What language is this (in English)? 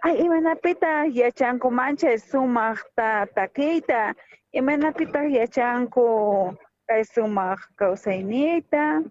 South Bolivian Quechua